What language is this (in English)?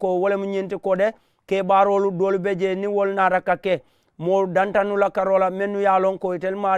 Mandingo